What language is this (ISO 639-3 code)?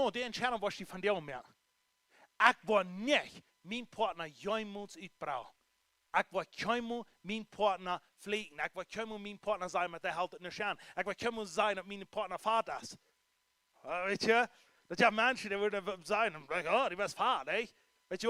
pdt